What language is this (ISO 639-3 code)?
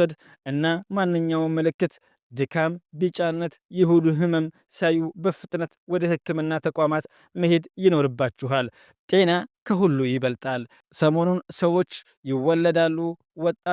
amh